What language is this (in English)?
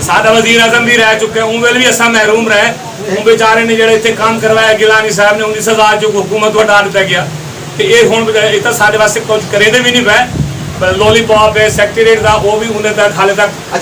Saraiki